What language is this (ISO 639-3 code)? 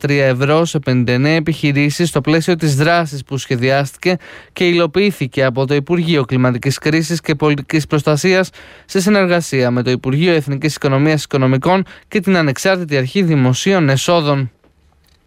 ell